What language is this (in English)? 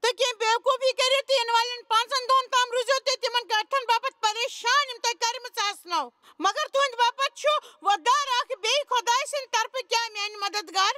Kashmiri